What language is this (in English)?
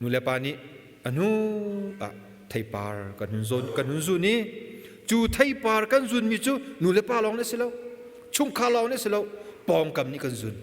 Hakha Chin